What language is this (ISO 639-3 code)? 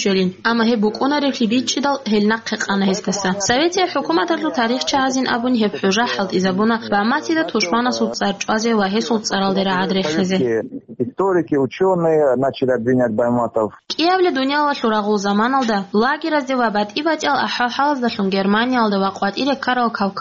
ava